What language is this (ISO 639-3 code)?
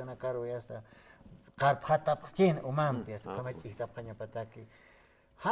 aym